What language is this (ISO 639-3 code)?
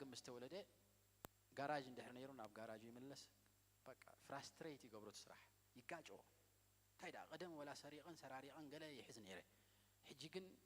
tir